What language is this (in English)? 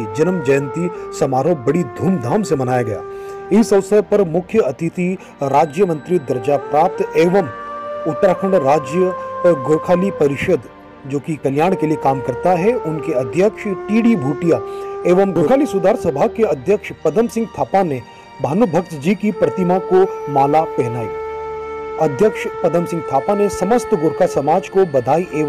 Hindi